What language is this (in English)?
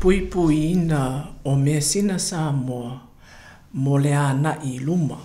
Samoan